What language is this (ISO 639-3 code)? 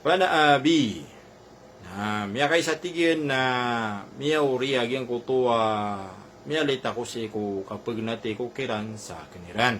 mrw